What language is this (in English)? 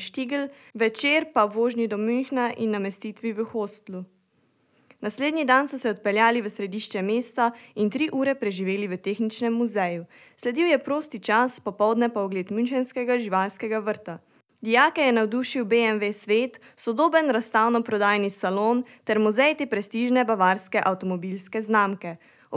Slovenian